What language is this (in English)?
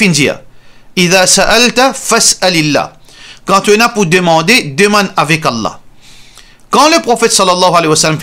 Morisyen